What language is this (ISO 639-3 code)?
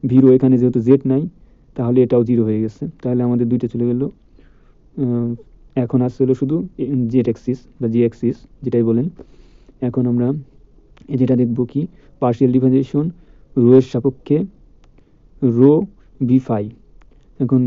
ben